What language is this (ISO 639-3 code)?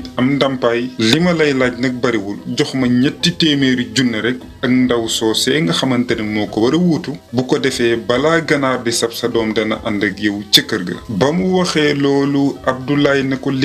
wol